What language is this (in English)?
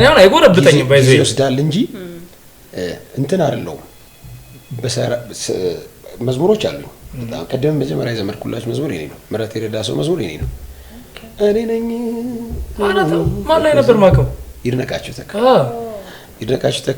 Amharic